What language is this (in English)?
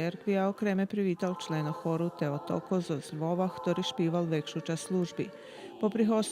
Rusyn